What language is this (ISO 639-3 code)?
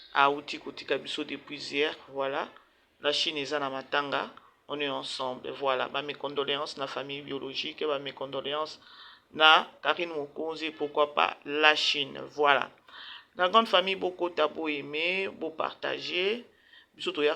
lin